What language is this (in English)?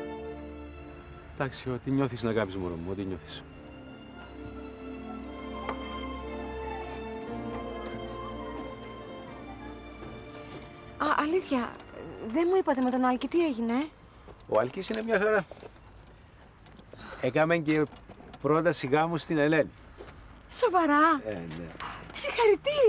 Greek